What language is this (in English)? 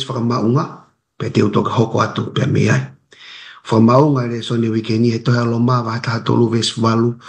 Tongan